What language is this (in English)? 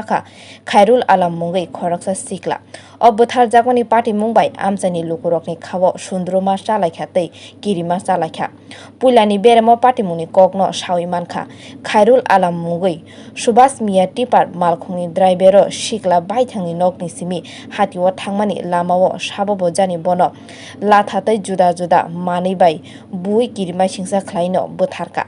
Kok Borok